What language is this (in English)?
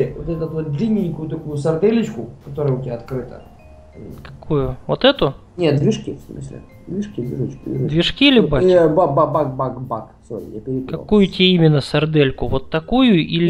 Russian